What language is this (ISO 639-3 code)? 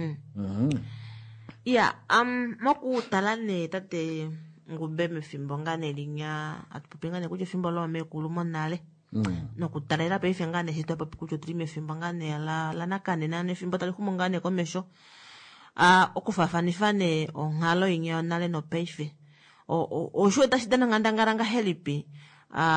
kua